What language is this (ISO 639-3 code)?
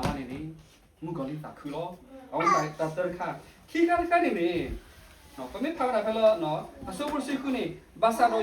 ksw